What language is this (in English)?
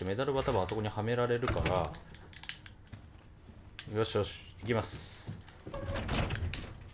Japanese